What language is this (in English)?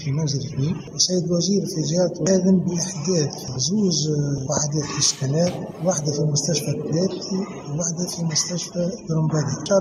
Tunisian Arabic